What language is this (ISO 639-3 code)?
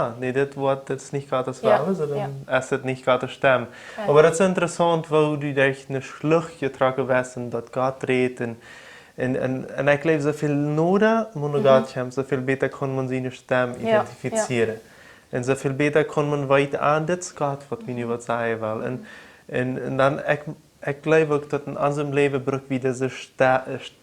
pdt